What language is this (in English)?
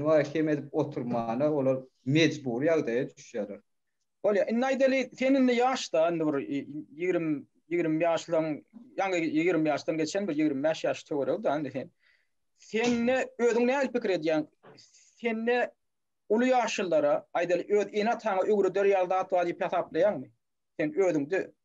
Turkmen